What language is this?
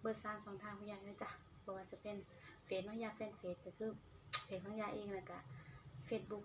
Northeastern Thai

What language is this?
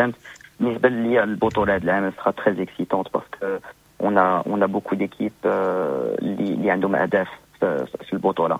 Moroccan Arabic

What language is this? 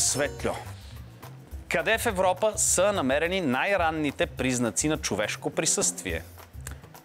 Bulgarian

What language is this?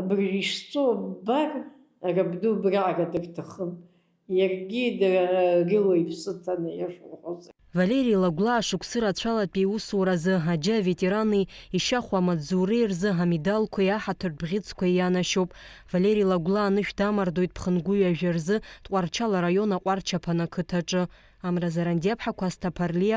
Abkhazian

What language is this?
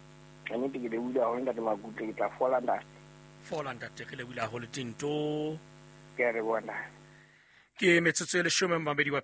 Southern Sotho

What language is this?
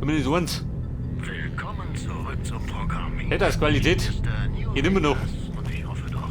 Bavarian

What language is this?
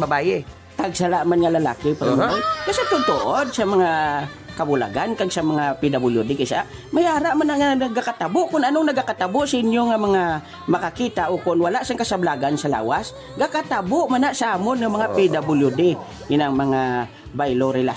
Hiligaynon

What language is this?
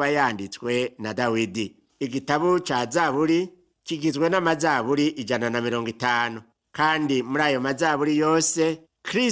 Rundi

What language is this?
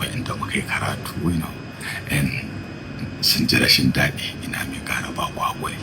Hausa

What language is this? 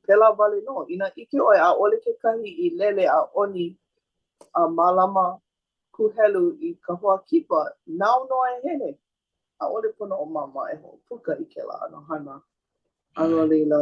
Hawaiian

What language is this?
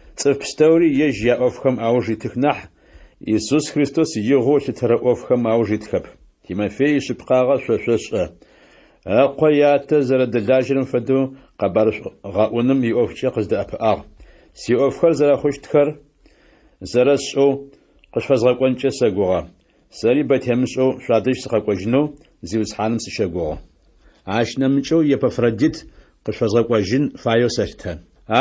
Adyghe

